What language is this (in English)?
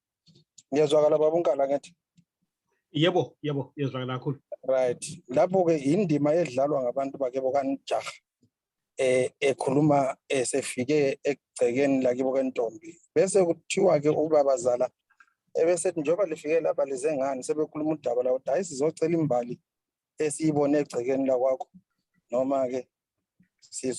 Zulu